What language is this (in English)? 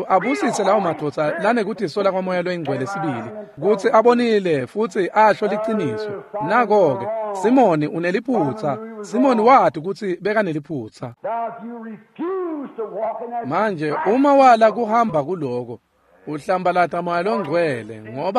Swati